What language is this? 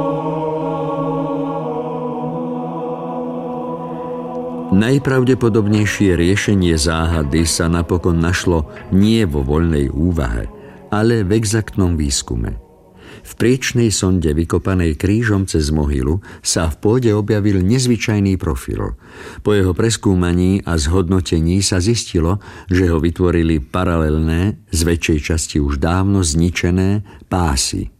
Slovak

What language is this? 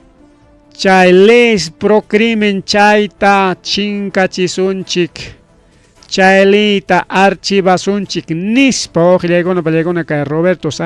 Ayacucho Quechua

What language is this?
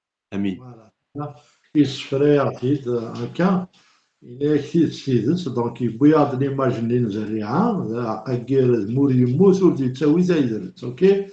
Kabyle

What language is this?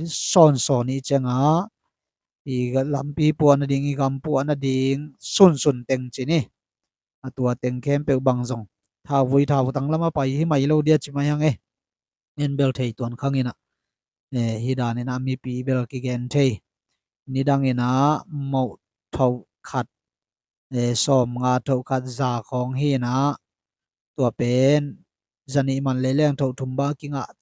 Tedim Chin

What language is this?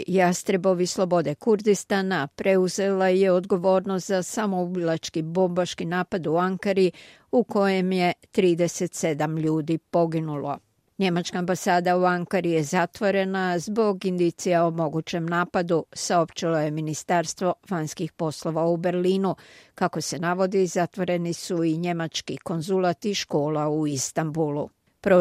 Croatian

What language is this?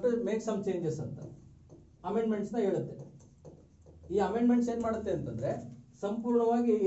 Kannada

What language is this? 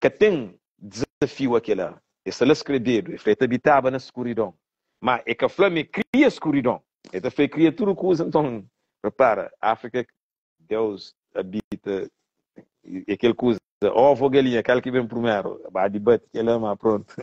Kabuverdianu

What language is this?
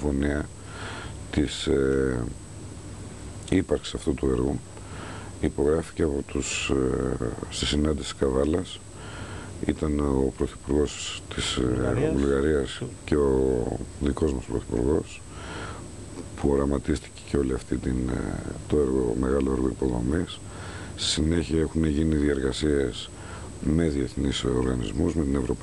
Greek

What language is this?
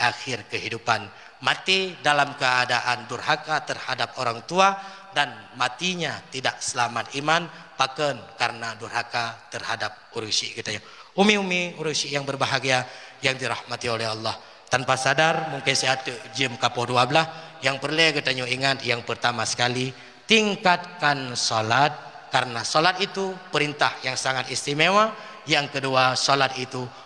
Achinese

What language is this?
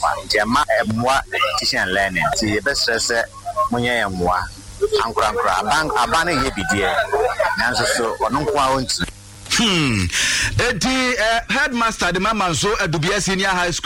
Akan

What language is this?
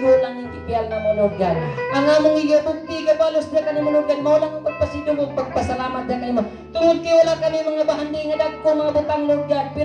Cebuano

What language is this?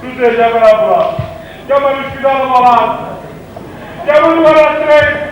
Neapolitan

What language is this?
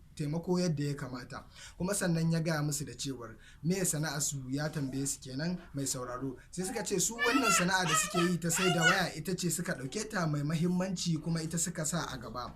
Hausa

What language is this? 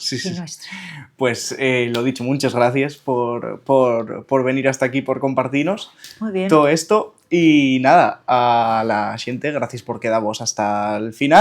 Asturian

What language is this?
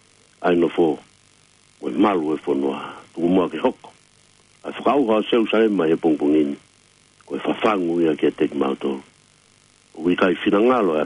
Tongan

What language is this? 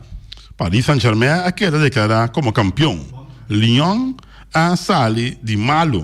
Papiamento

